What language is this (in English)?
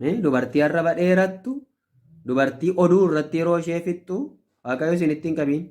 Oromo